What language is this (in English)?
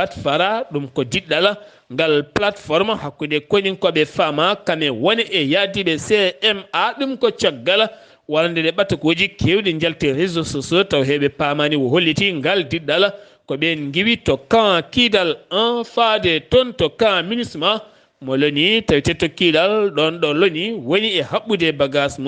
Fula